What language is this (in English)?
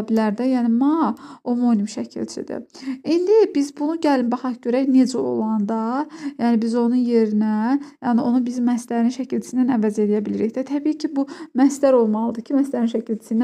Azerbaijani